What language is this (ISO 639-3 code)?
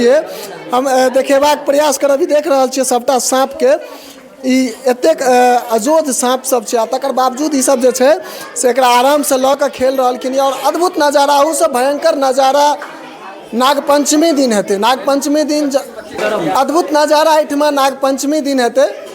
mai